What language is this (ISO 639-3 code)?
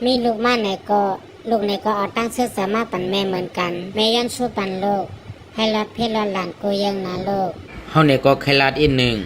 shn